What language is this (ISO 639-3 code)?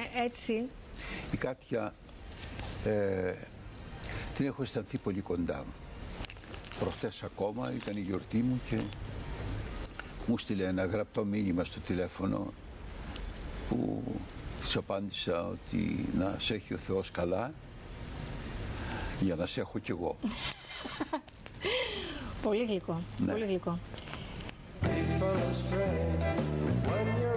ell